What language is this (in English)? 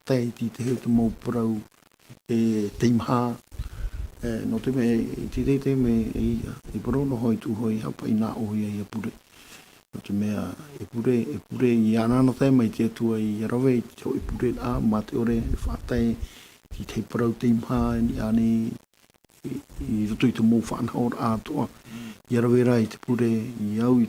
Tahitian